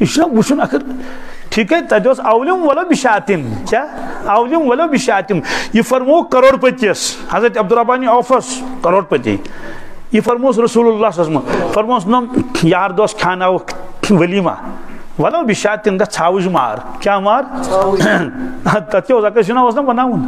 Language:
Kashmiri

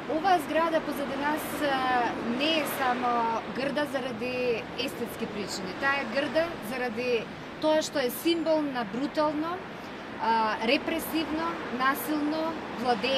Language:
Macedonian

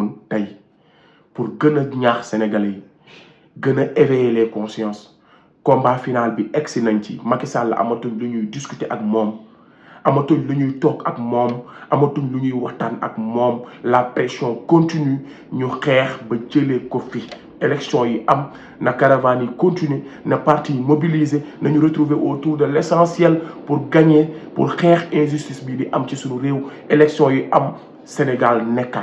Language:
Wolof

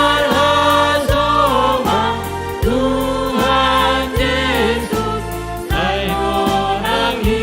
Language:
Batak Simalungun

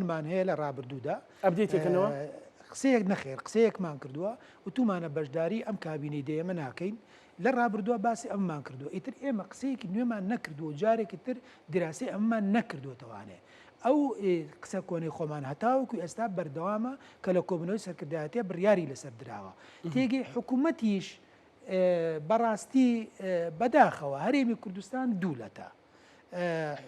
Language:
Central Kurdish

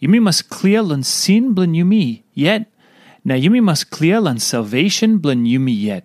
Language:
Tok Pisin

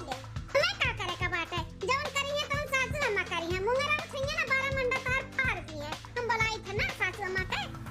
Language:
Awadhi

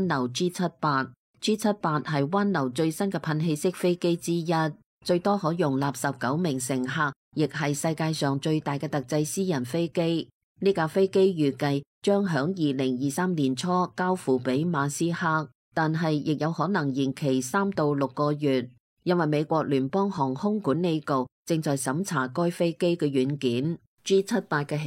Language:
Cantonese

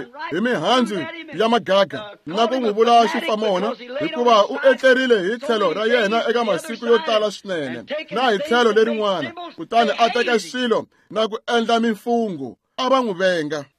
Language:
Tsonga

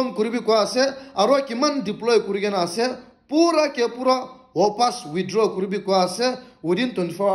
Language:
Naga Pidgin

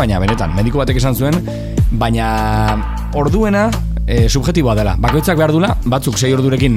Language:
Basque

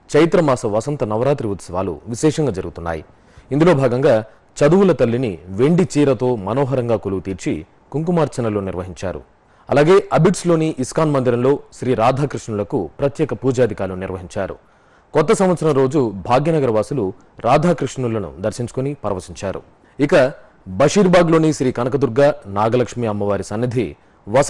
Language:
Telugu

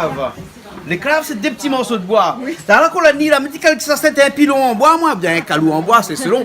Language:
Réunion Creole French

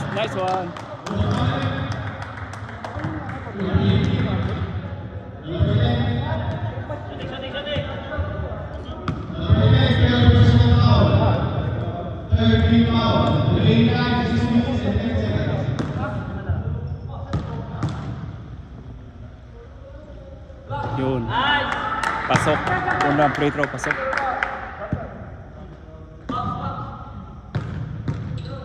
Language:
Filipino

